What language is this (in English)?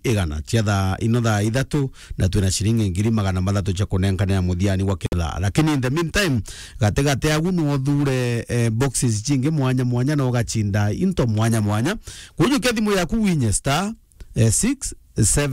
Meru